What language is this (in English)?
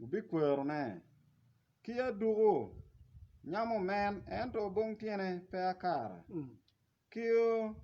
Acoli